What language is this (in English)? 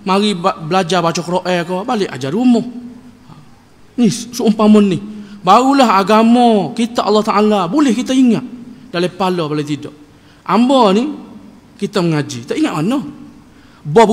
Malay